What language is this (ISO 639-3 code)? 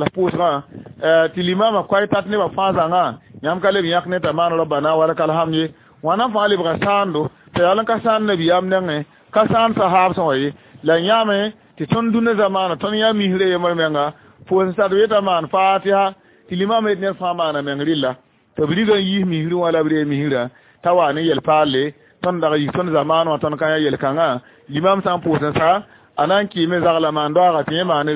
mos